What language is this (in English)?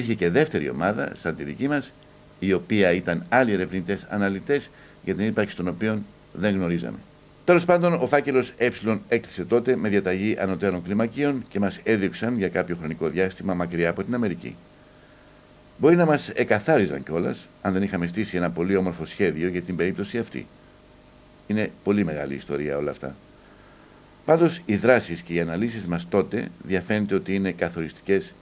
Greek